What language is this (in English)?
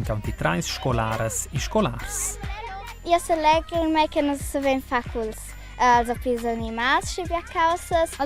Romansh